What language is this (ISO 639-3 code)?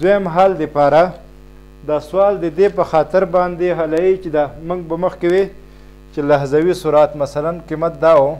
pus